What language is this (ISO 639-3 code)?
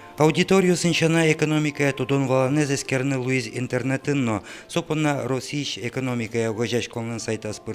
udm